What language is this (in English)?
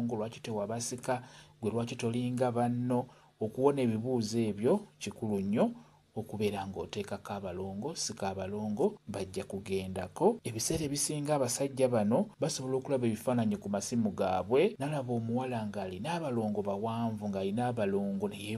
Ganda